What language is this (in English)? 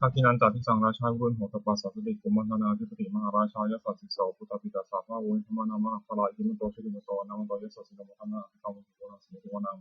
Pali